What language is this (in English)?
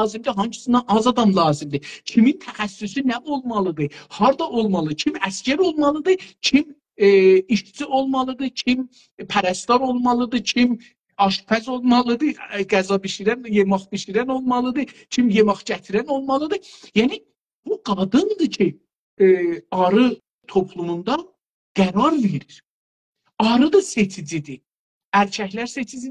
South Azerbaijani